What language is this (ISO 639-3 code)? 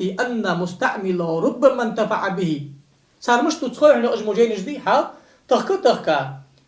inh